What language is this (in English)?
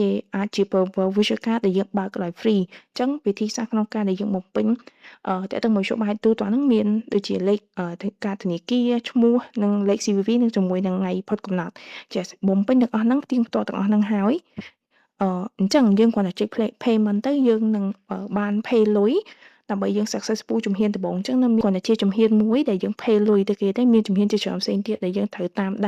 Khmer